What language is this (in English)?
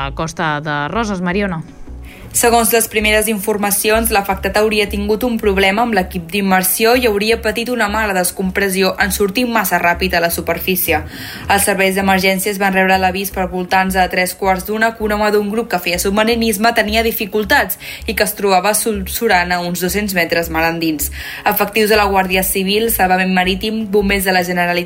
Catalan